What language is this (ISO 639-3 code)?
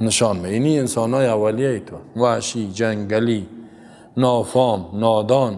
fas